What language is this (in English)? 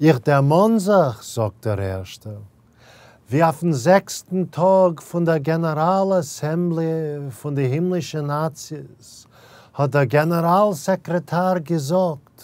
Yiddish